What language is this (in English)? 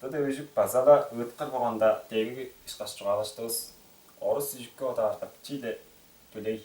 Tuvinian